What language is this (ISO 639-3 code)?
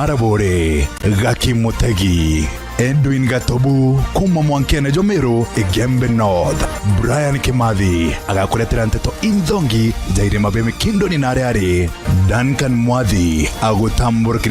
mer